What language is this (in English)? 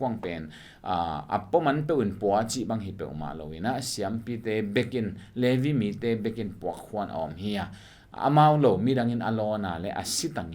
Tedim Chin